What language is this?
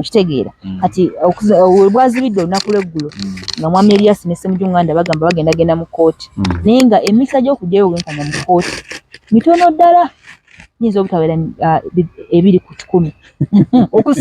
Ganda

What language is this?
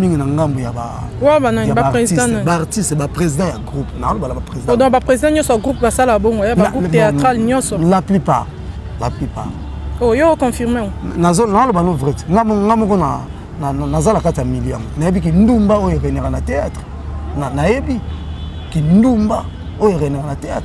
Lingala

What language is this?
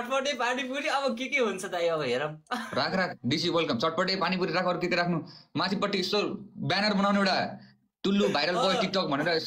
Nepali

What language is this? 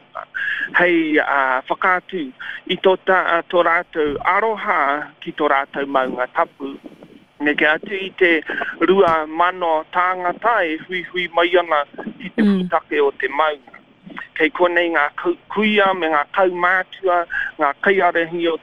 Māori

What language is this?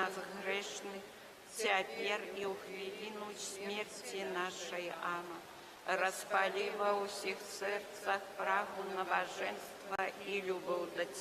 Belarusian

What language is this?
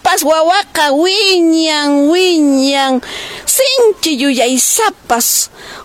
Quechua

